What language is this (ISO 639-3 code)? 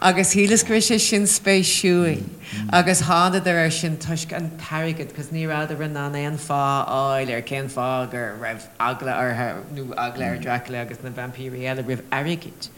gle